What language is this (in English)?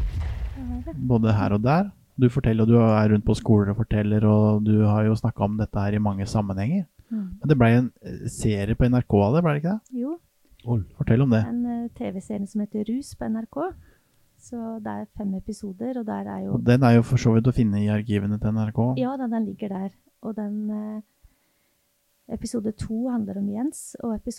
Norwegian